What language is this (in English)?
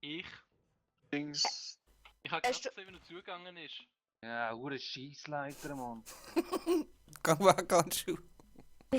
Swiss German